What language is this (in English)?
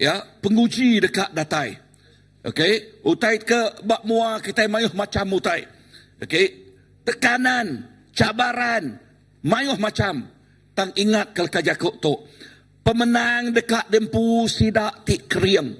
Iban